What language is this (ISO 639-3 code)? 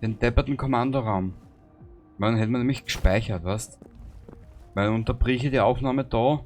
bar